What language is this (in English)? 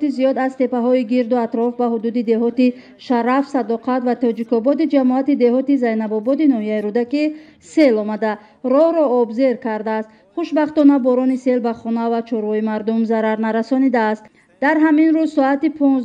Tajik